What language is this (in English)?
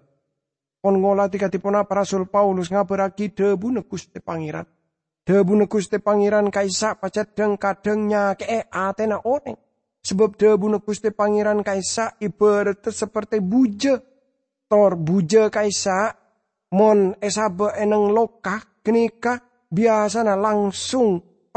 Madurese